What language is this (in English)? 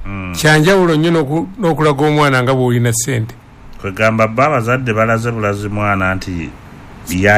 Ganda